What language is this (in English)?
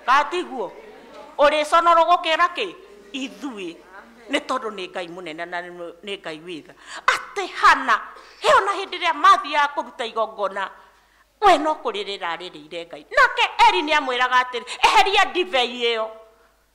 Kikuyu